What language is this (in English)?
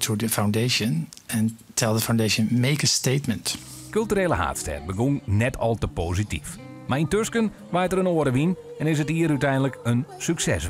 Western Frisian